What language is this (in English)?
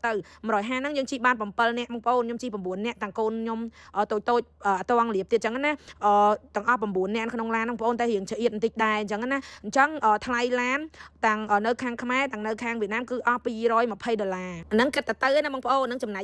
Khmer